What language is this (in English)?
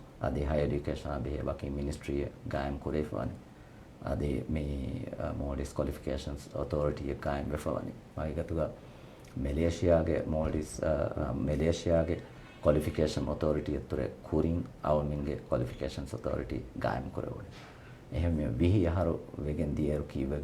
Divehi